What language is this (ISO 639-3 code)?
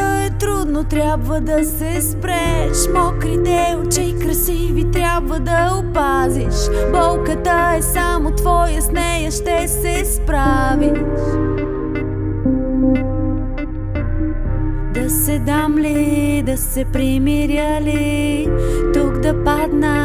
bul